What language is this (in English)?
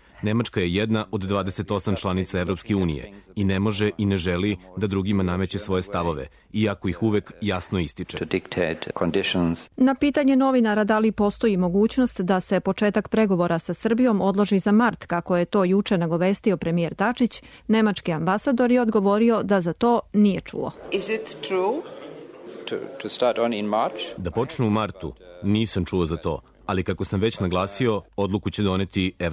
Serbian